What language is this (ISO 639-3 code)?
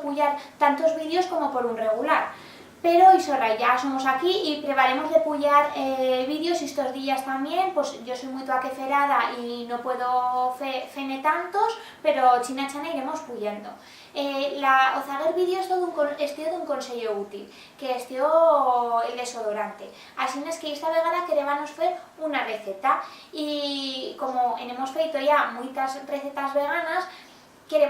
arg